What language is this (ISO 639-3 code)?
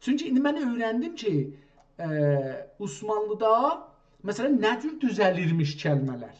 azb